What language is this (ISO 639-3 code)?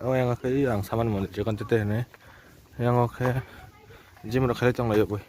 trp